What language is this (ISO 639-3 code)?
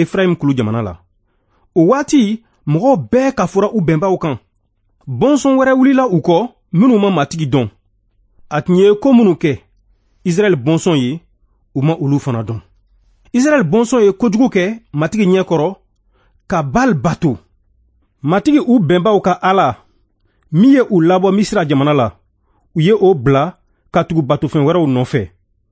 bam